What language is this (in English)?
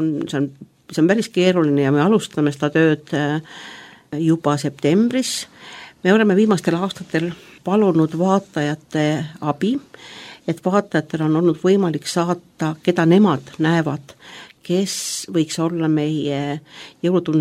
Estonian